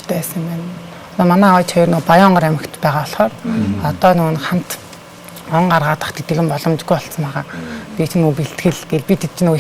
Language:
Mongolian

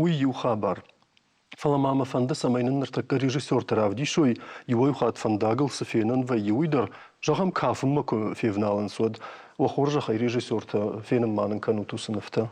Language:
Ossetic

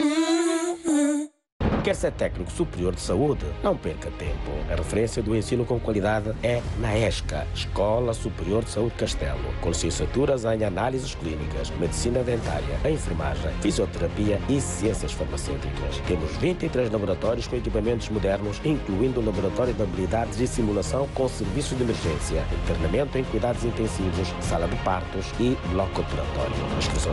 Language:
Portuguese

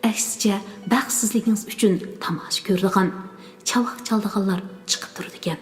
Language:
Uyghur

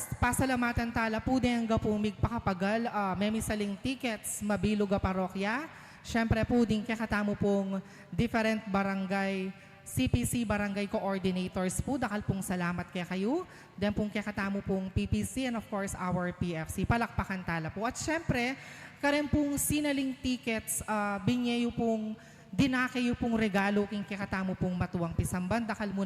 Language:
Pampanga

